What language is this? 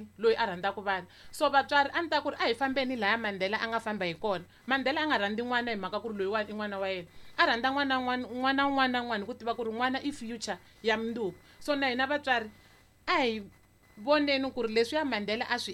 Tsonga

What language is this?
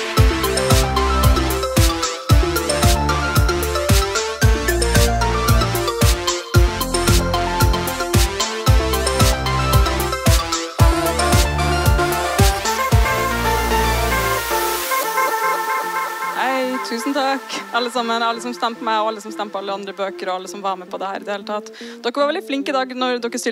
Norwegian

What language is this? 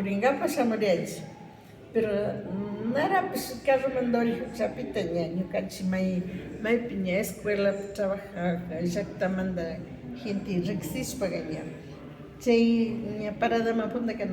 Imbabura Highland Quichua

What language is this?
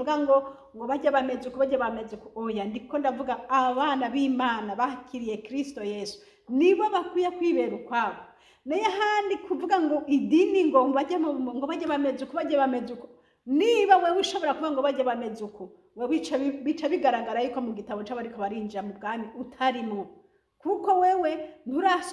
Rundi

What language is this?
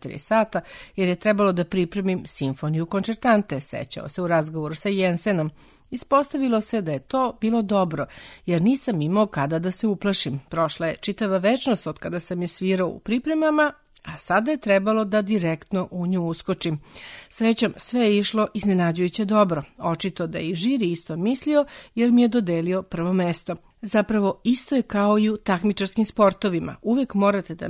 Serbian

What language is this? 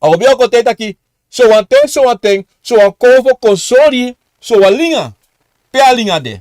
Sranan Tongo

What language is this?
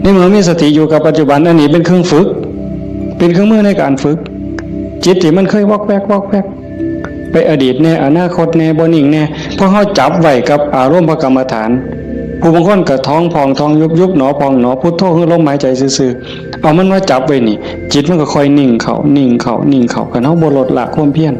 Northeastern Thai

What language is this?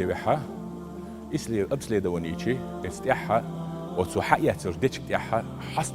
Chechen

